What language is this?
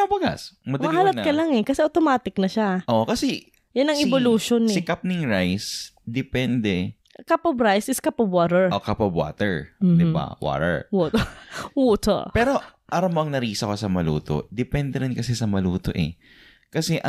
Bikol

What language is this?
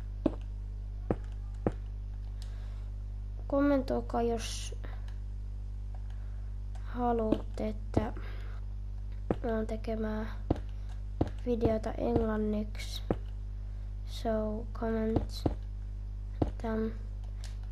Finnish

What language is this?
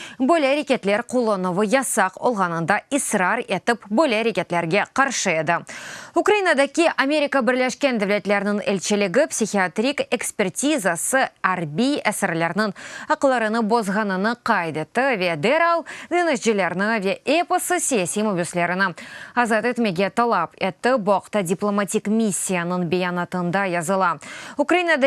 Crimean Tatar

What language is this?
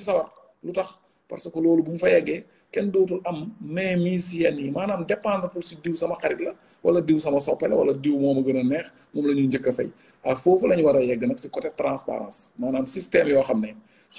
Wolof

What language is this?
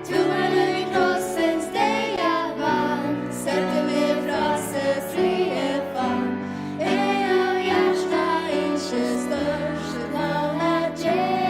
Faroese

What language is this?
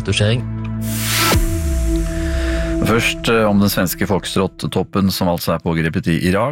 Norwegian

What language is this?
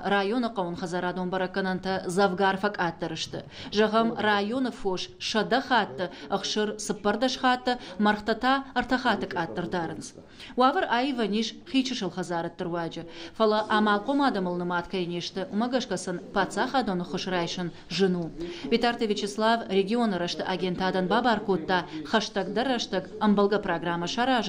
Ossetic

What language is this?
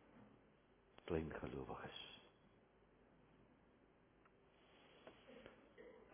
Afrikaans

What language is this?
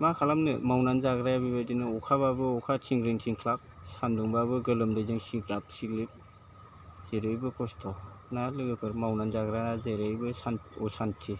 Bodo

